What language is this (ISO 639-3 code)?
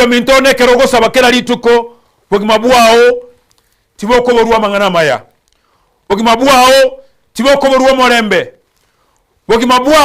guz